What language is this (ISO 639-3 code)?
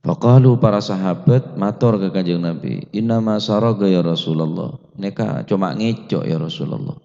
mad